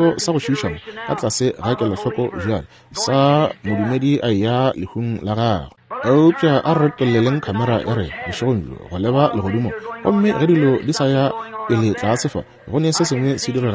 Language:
Northern Sotho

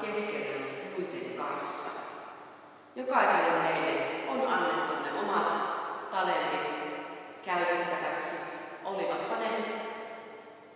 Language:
Finnish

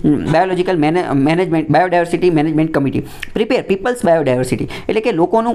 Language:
Gujarati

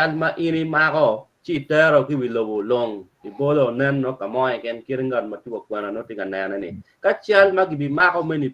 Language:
Acoli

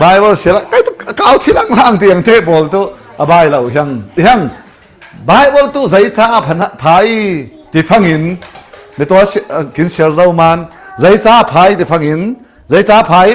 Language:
Falam Chin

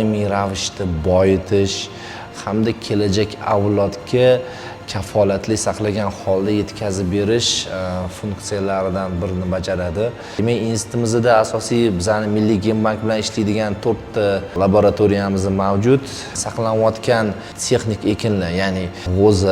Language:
Uzbek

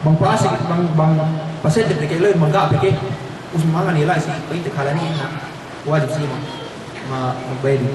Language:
Yakan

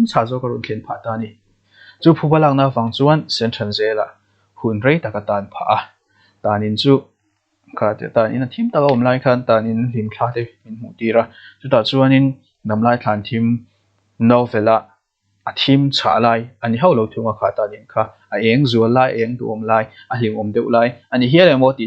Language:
Mizo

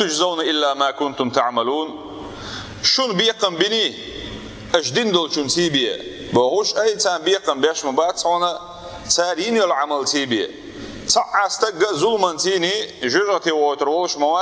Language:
Chechen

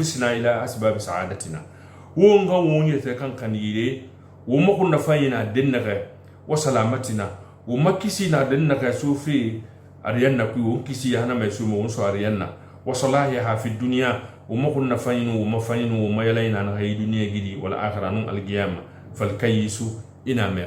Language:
Susu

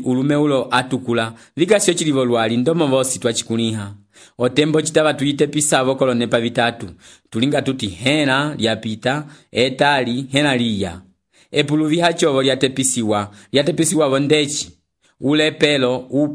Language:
Umbundu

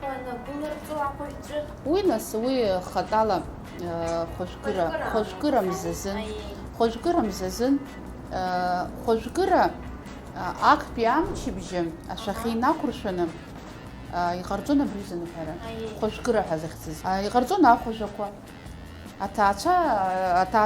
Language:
Abkhazian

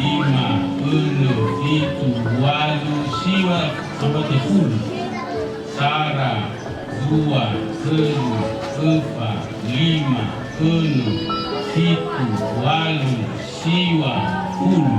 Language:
Nias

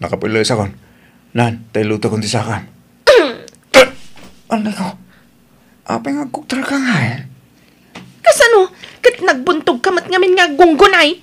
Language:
Iloko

